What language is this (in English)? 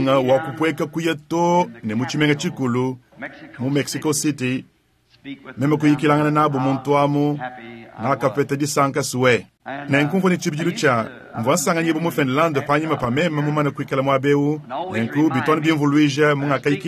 Luba-Lulua